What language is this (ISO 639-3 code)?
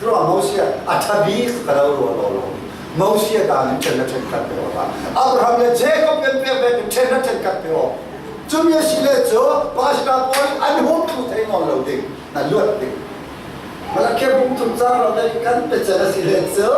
cfm